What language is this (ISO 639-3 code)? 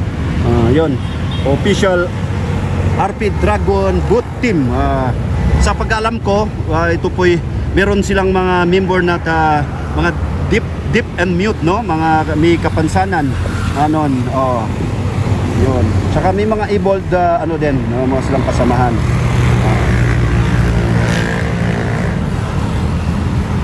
fil